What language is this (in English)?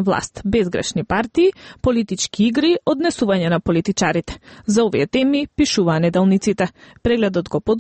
Macedonian